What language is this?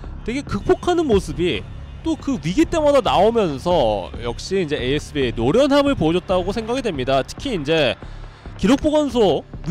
Korean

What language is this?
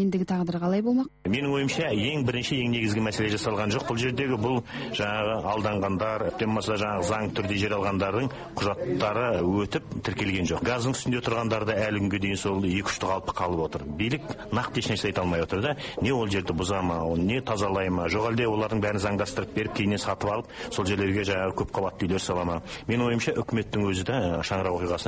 Kazakh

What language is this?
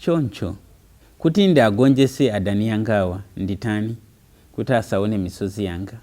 Nyanja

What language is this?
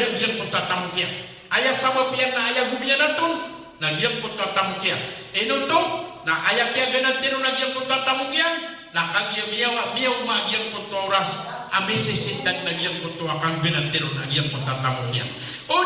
Maranao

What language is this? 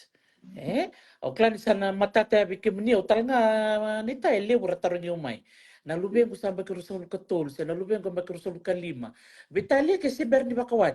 Fijian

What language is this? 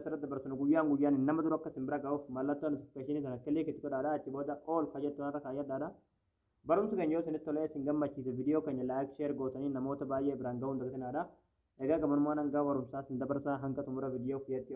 Oromo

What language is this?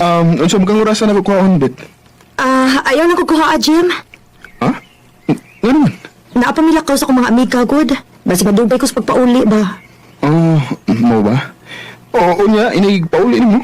Cebuano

